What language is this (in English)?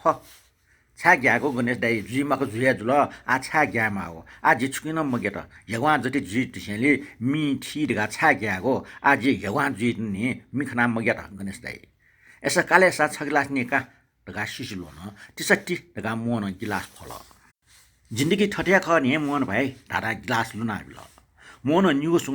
Newari